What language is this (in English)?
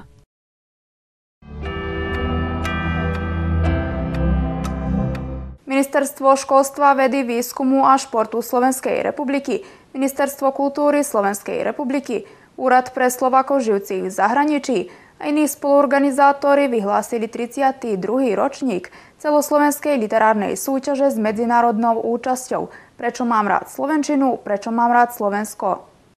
Slovak